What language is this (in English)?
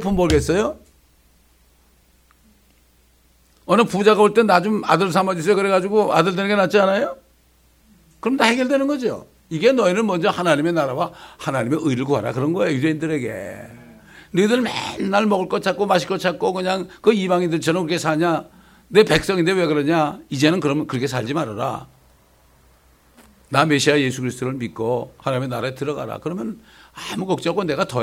Korean